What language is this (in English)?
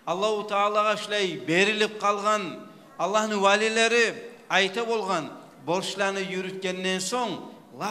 Kumyk